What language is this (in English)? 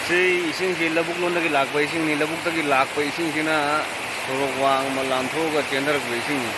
Manipuri